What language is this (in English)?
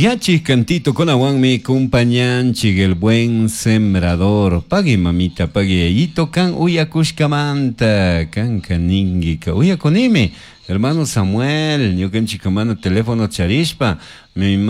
Chimborazo Highland Quichua